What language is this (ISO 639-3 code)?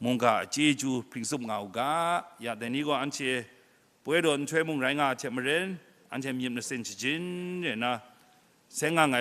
kac